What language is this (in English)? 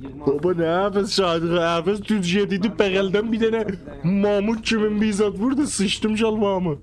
South Azerbaijani